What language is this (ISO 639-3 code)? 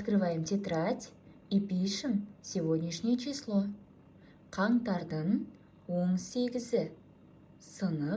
kaz